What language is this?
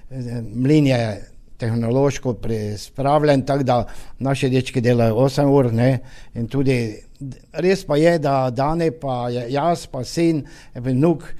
Slovenian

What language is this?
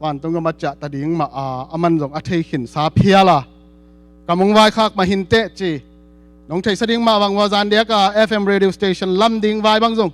Tedim Chin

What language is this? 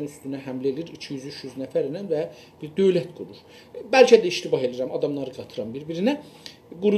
South Azerbaijani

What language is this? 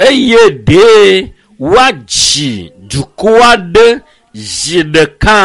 Ewe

